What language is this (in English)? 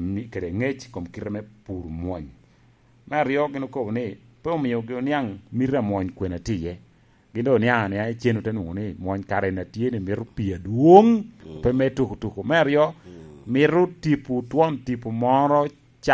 Lango (Uganda)